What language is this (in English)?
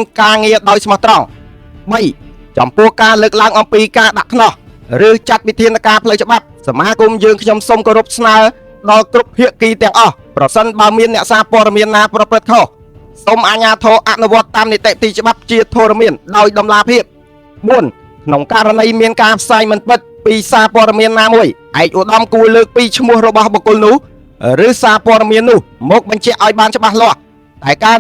Khmer